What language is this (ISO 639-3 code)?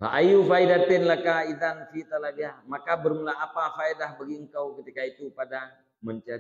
ace